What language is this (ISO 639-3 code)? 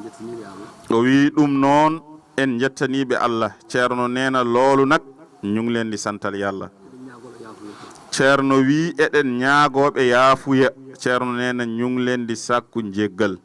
ful